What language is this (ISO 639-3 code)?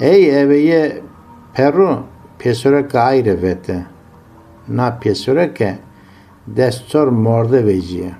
zza